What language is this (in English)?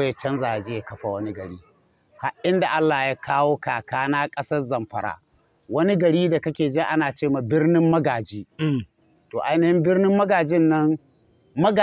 Hausa